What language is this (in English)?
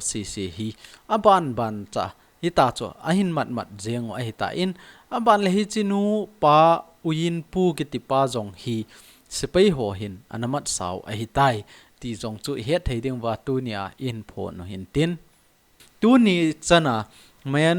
Thado Chin